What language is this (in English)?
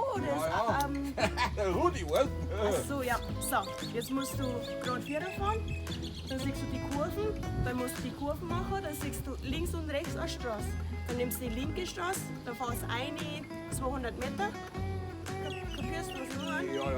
Bavarian